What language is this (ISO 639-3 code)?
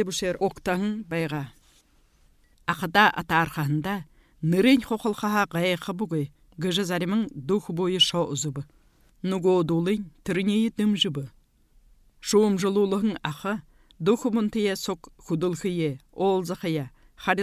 bua